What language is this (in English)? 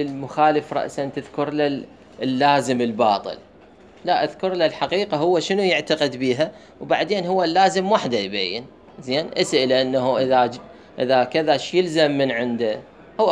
Mesopotamian Arabic